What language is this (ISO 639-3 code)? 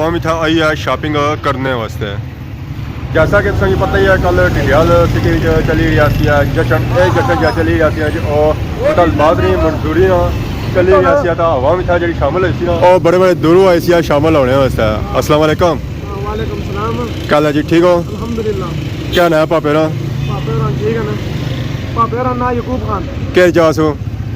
phr